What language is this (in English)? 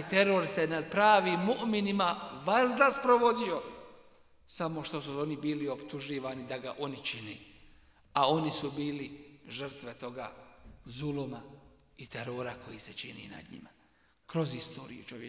Bosnian